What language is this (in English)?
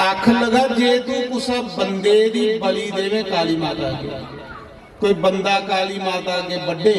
Dogri